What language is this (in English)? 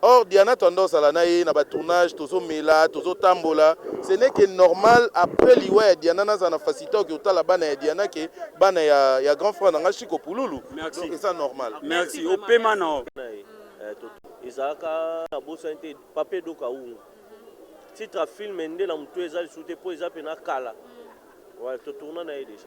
Lingala